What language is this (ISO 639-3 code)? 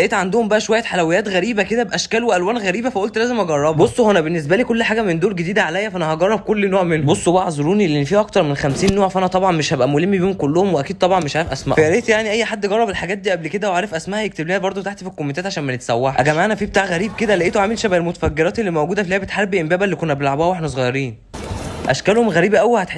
arz